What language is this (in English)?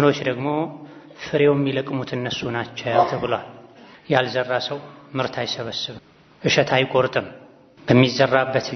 Amharic